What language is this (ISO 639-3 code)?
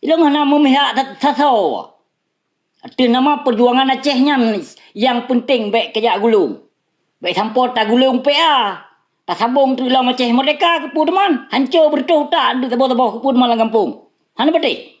ace